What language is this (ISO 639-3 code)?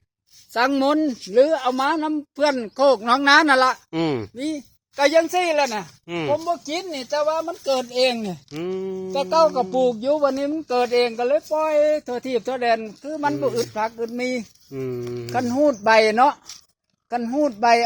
tts